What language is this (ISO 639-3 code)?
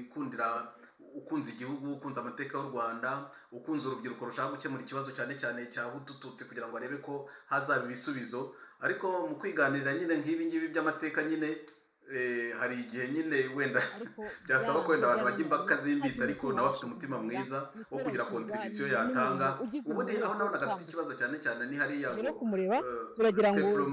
kin